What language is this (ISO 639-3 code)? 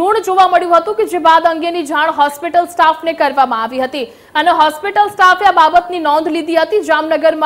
guj